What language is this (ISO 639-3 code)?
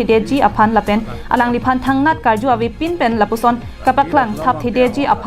mjw